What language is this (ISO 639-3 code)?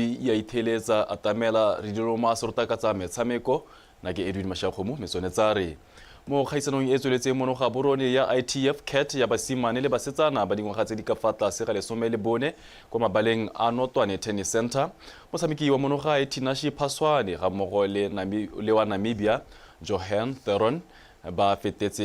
tsn